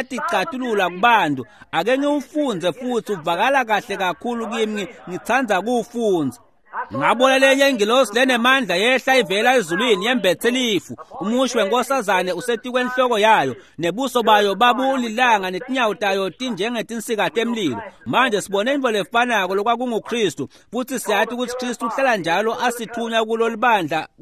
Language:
Swati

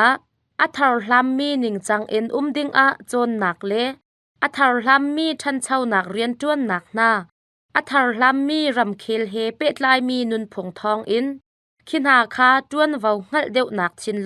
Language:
Hakha Chin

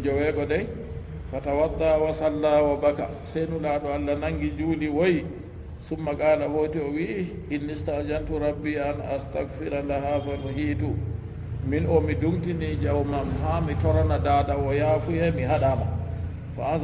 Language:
Fula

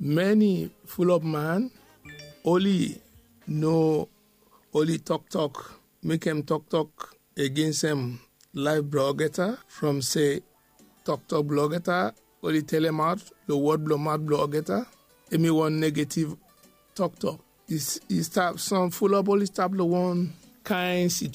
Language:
Bislama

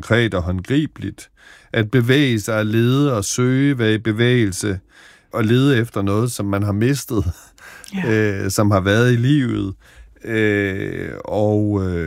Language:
Danish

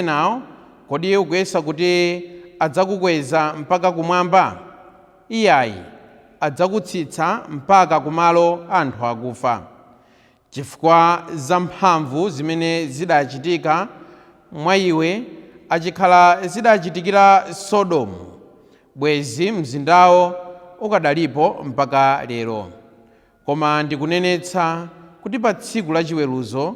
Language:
Nyanja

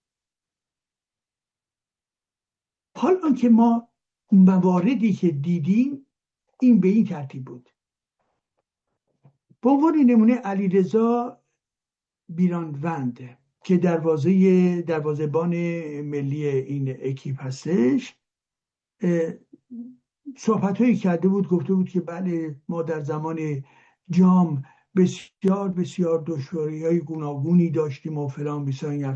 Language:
Persian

